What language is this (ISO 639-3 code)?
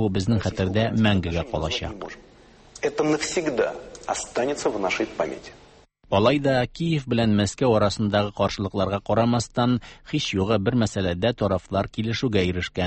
tat